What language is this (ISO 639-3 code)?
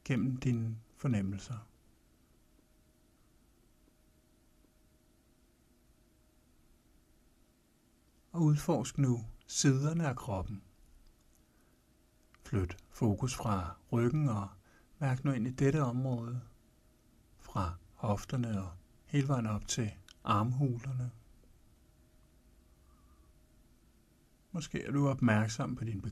dan